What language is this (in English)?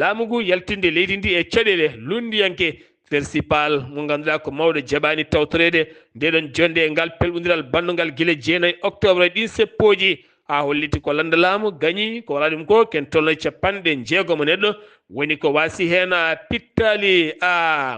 Fula